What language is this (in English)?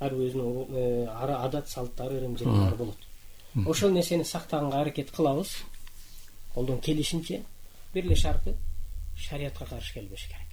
Kyrgyz